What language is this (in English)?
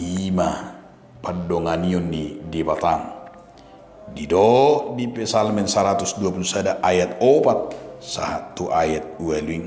Batak Toba